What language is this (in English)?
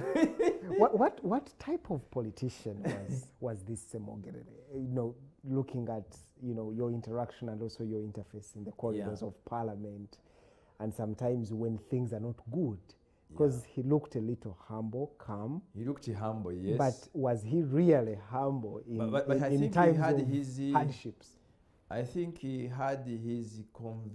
English